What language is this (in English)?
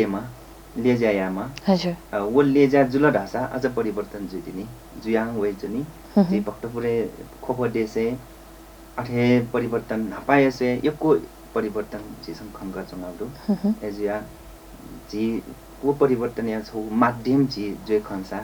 Newari